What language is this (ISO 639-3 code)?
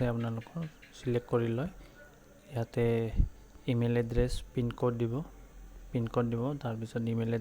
asm